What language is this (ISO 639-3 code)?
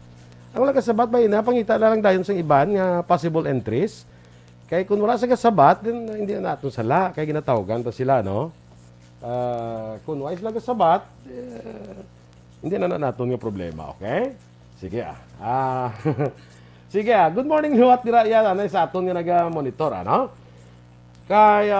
hil